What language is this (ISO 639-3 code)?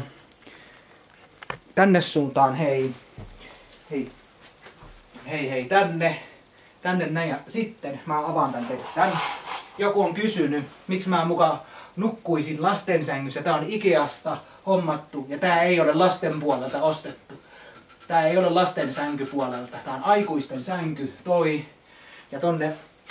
fin